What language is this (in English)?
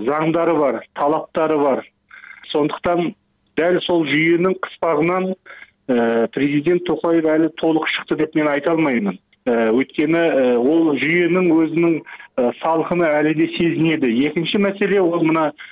Kyrgyz